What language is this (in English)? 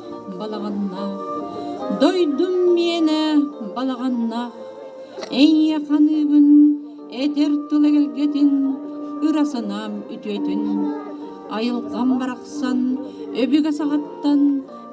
Yakut